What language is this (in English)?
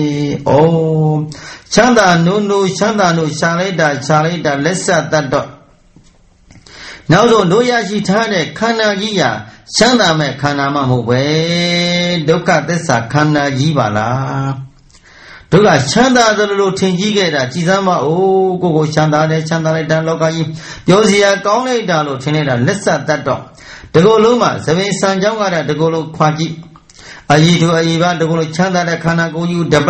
Burmese